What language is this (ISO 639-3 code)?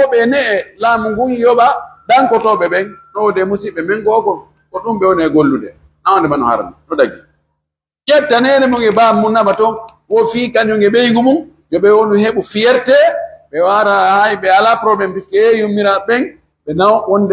fuf